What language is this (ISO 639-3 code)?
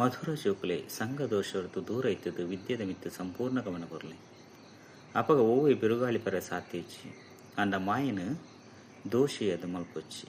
tcy